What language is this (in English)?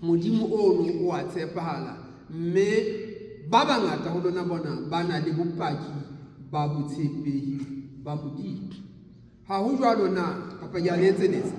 Southern Sotho